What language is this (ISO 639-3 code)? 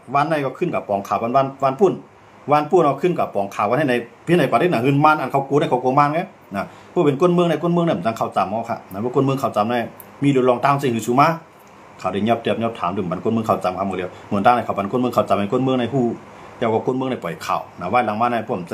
shn